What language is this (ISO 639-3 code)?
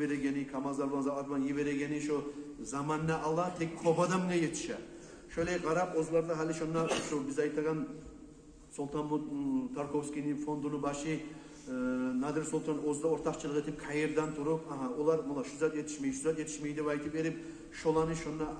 kum